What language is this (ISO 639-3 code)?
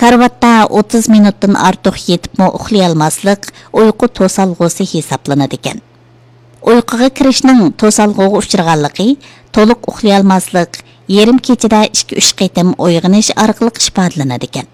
uig